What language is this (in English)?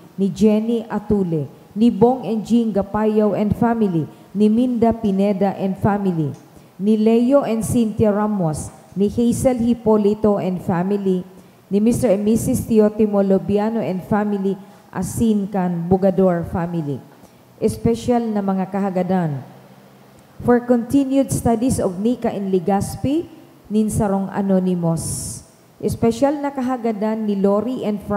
Bikol